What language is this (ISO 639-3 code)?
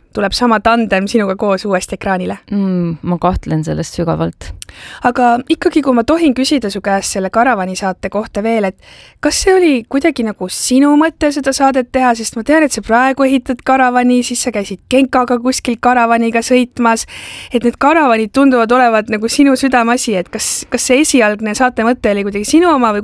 est